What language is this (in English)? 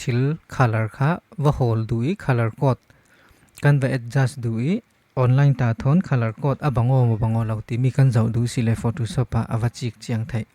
Falam Chin